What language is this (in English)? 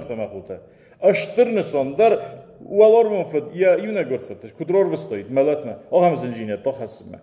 Ossetic